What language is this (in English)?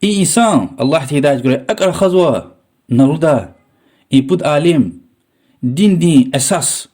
Lezghian